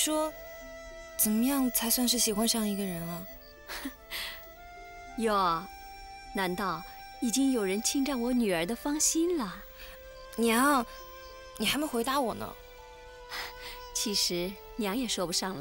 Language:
Chinese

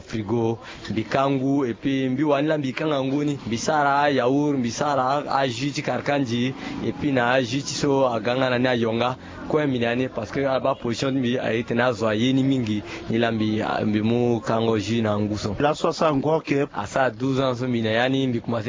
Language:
Sango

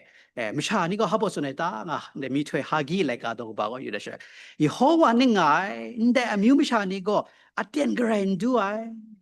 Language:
Kachin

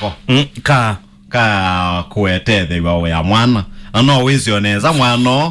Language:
Kamba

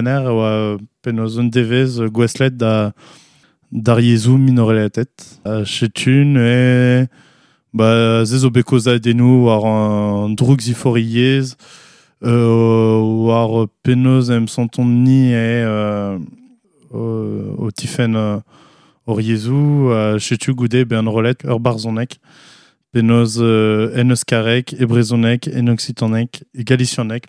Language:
Breton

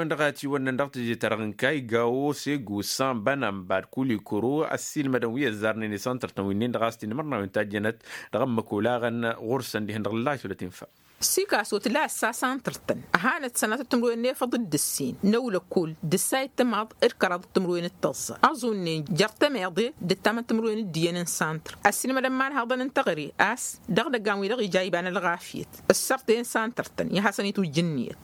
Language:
Tamasheq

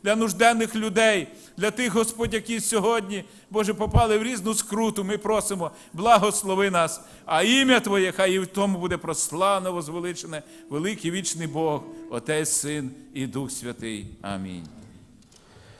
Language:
Ukrainian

